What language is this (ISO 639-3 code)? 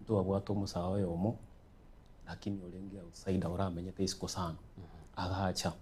guz